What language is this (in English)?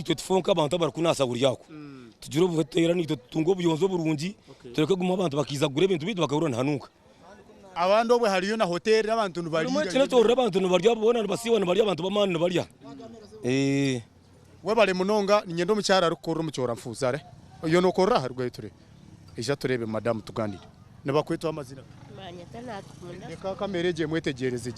Nyankole